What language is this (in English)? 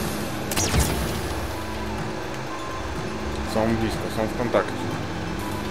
Polish